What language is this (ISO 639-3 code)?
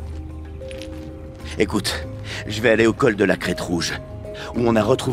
fra